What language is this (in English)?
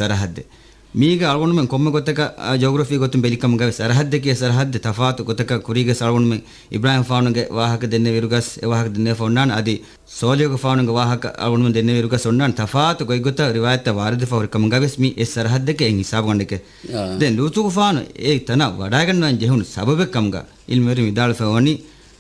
Divehi